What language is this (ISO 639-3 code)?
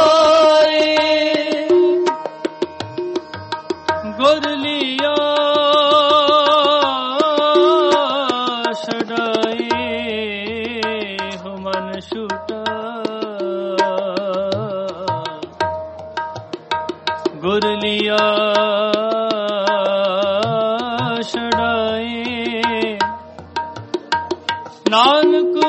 pan